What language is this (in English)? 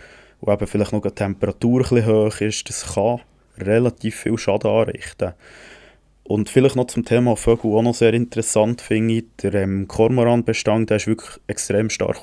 Swiss German